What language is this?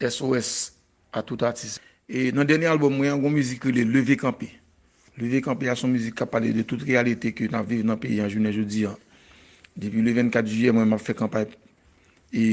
Haitian Creole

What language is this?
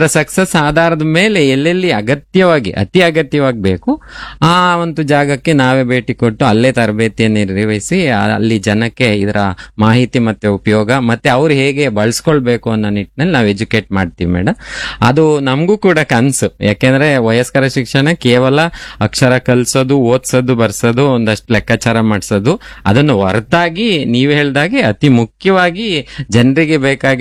Kannada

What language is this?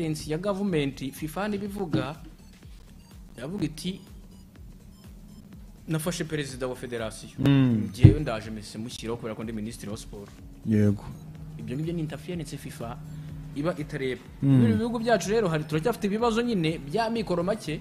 Kinyarwanda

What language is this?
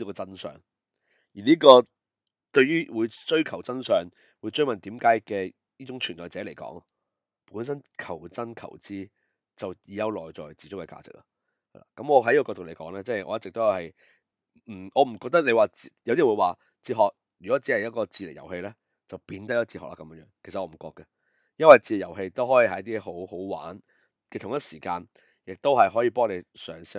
Cantonese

